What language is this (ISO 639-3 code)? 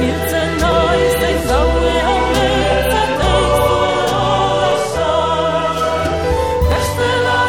eus